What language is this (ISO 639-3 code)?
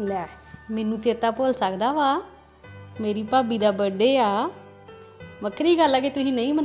pan